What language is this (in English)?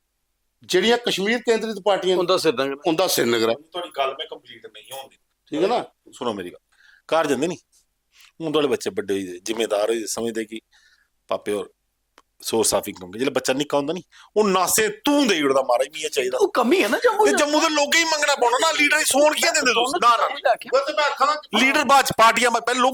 Dogri